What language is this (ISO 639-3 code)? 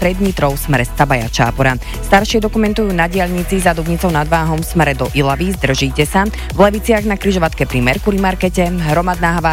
slk